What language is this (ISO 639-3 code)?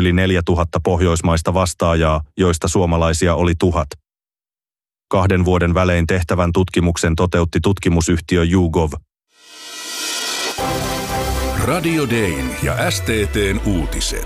fin